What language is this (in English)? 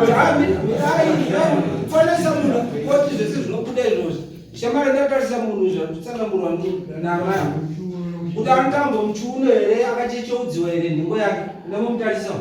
Shona